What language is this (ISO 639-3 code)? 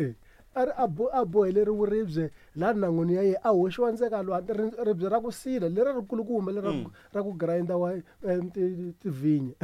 tso